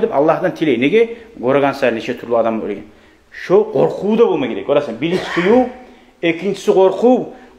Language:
Kumyk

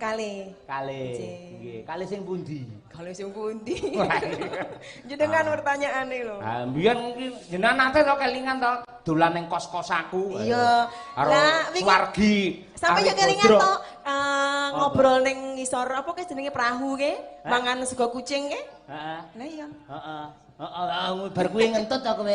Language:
Javanese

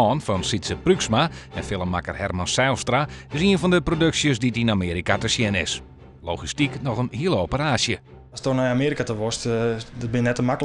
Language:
Western Frisian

